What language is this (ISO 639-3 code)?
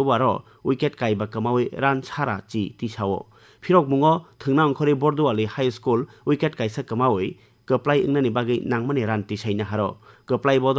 trp